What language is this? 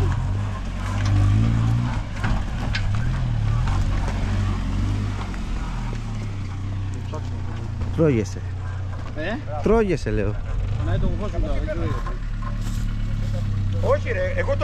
Greek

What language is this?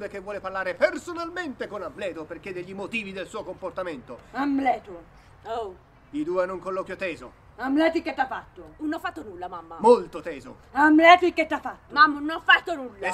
Italian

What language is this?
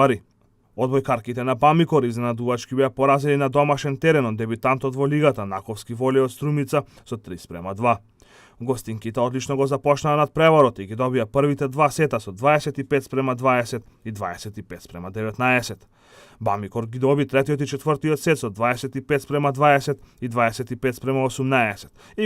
Macedonian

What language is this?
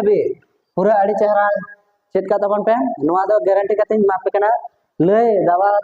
Santali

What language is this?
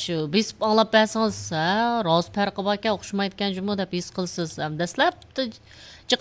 Uyghur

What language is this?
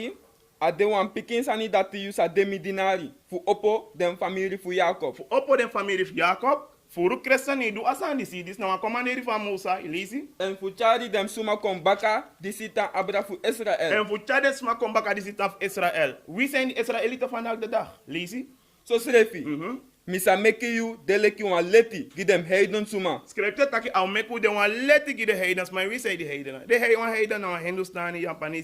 Sranan Tongo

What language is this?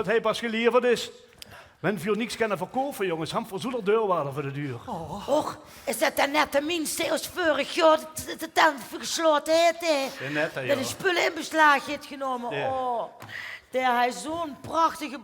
Limburgish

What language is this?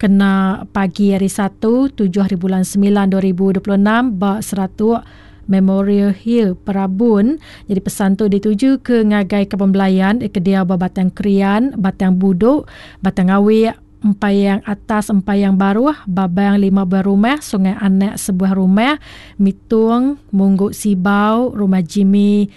Iban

